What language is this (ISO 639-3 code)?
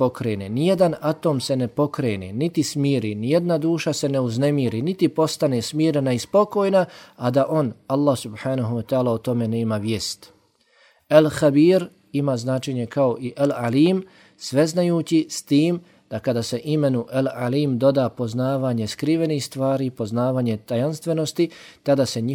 bos